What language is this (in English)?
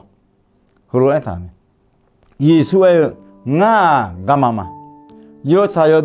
Akha